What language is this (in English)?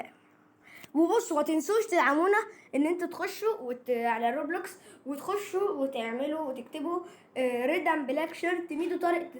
Egyptian Arabic